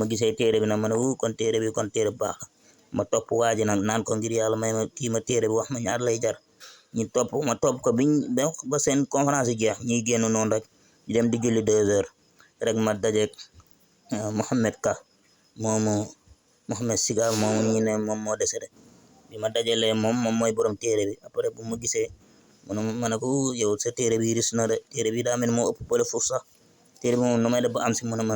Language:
Wolof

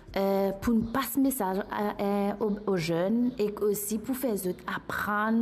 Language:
Morisyen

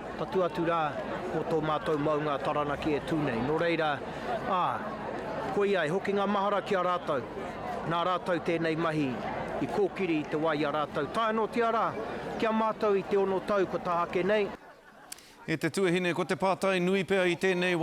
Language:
Māori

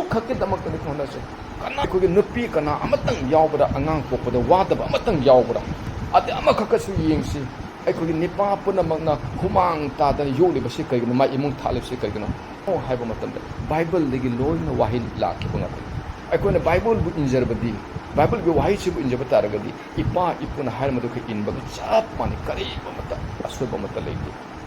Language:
Manipuri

